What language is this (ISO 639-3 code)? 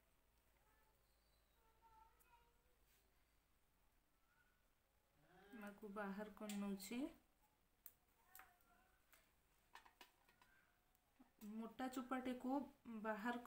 ori